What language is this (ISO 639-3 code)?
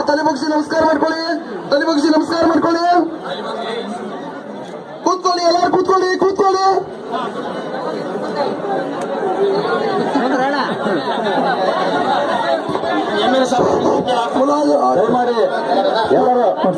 kan